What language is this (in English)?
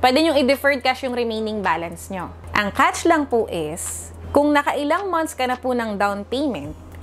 Filipino